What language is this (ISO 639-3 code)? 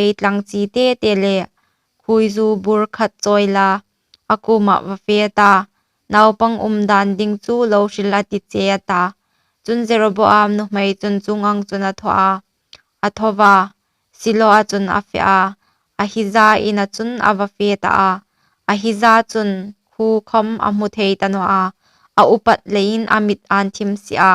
hmr